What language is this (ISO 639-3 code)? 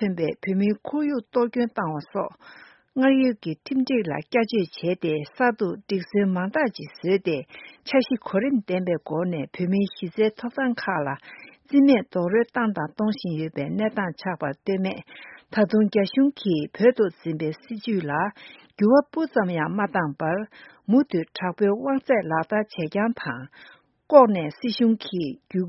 bod